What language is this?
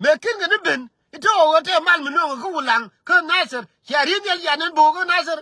Nuer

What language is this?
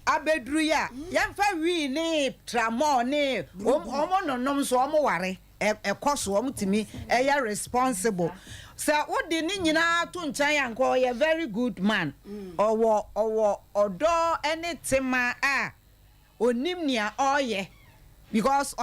Akan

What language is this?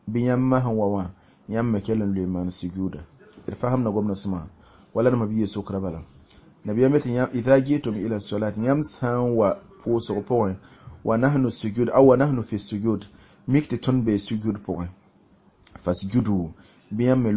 Mossi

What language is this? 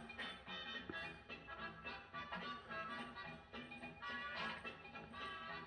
Hebrew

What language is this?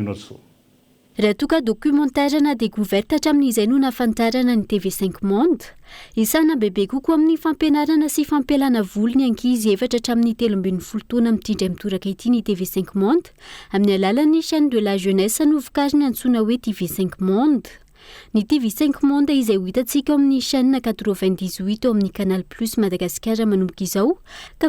Malagasy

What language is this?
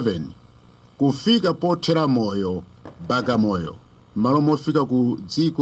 Nyanja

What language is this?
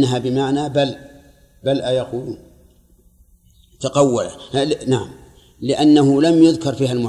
Arabic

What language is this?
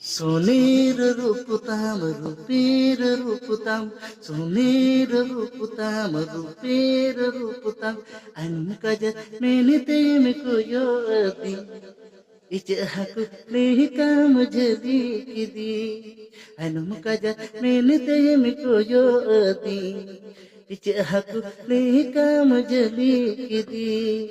Santali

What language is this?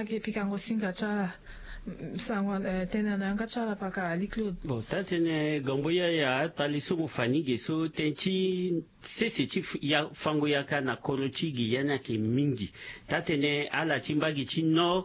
Sango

